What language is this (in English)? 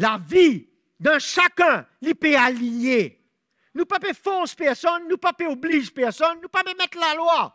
Morisyen